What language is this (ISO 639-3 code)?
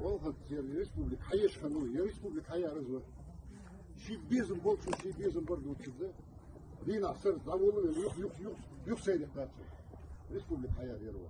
inh